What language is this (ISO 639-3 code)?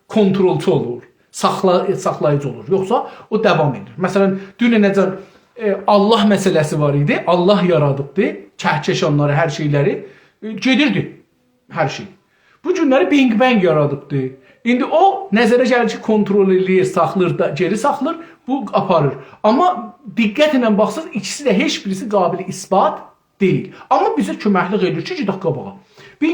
azb